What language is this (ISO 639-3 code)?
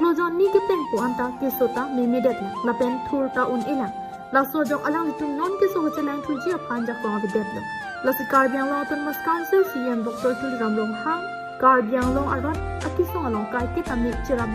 mjw